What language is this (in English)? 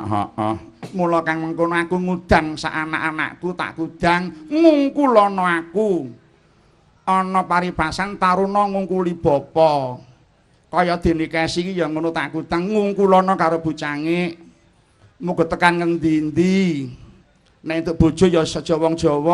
Javanese